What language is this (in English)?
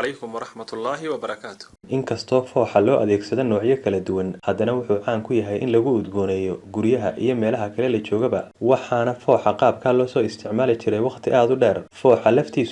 Somali